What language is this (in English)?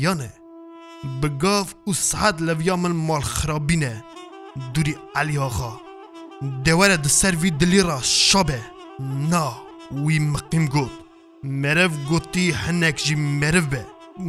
Kurdish